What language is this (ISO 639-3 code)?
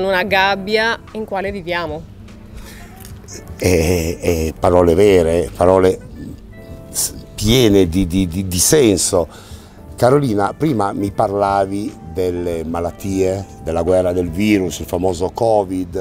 ita